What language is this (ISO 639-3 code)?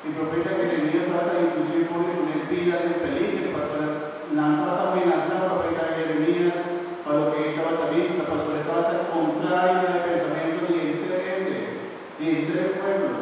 pap